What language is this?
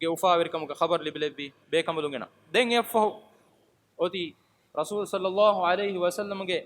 Divehi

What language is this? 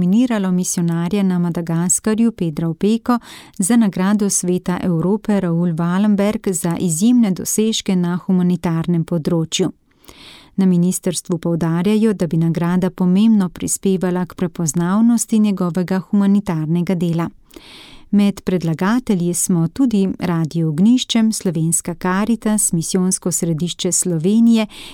Slovenian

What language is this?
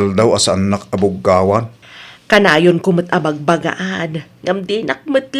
Iloko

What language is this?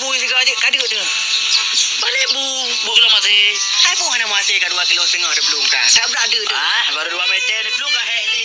Achinese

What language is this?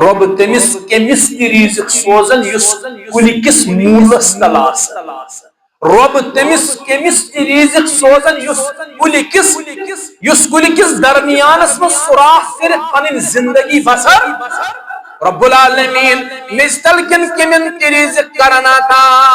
Kashmiri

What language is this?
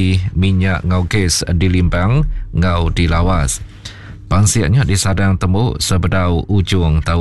Iban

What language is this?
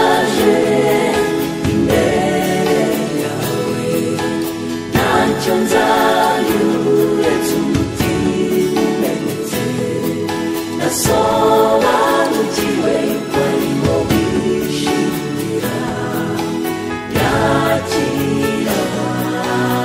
Kinyarwanda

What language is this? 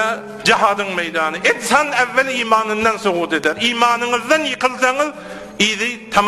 Turkmen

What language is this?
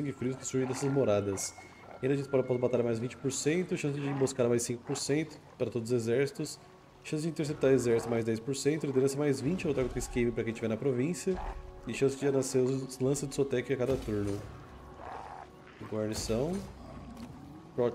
Portuguese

